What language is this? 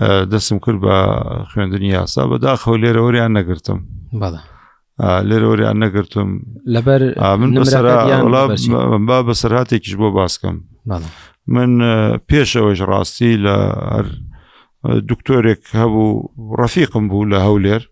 Central Kurdish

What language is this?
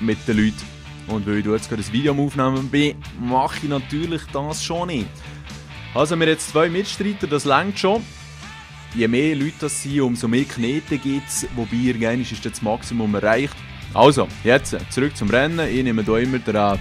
Swiss German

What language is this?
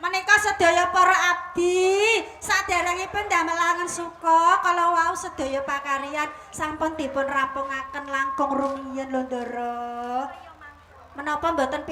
Javanese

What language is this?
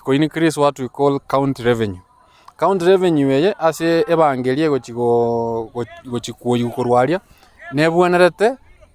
Gusii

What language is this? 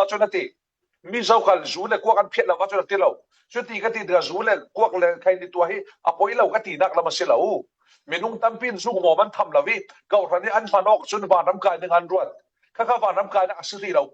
Falam Chin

